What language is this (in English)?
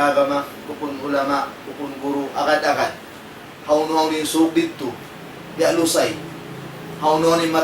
Tausug